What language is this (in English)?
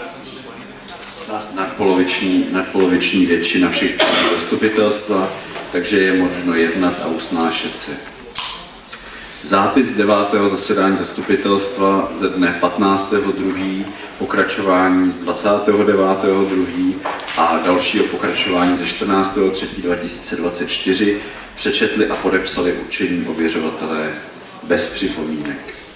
Czech